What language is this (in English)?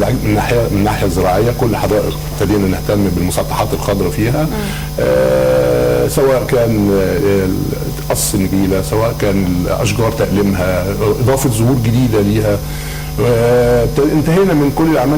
Egyptian Arabic